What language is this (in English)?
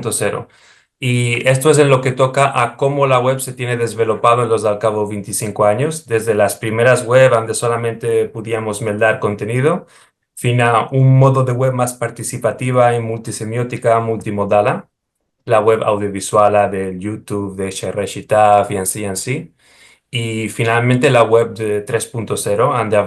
Ladino